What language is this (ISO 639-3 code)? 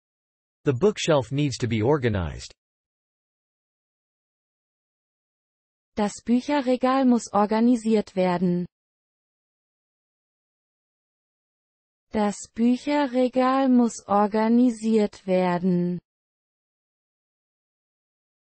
deu